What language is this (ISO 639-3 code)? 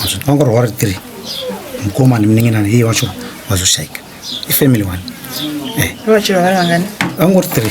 sna